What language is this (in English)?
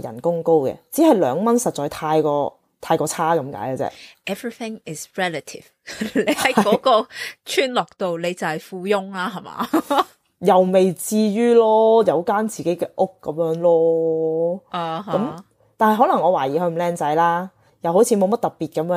Cantonese